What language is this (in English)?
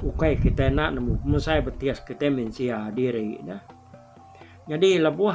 Iban